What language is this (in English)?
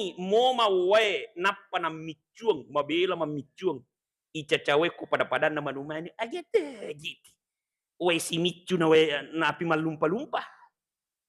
Buginese